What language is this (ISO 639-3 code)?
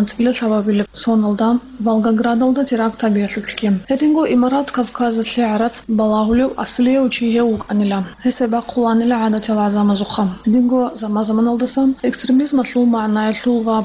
ava